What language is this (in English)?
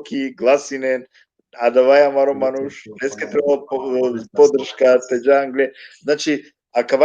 Balkan Romani